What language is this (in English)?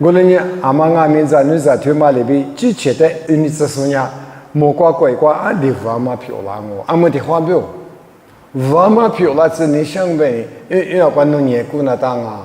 Lisu